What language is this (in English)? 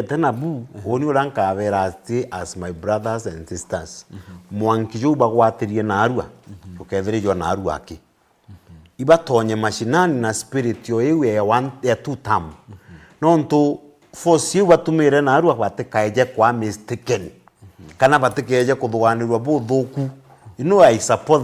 Meru